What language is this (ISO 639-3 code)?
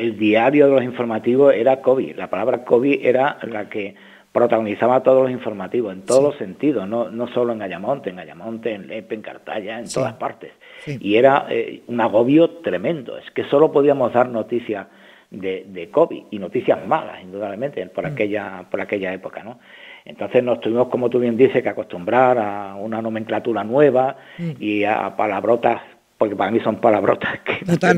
spa